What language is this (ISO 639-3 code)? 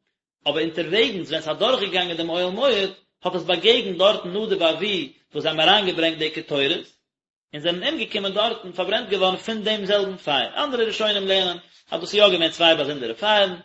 yid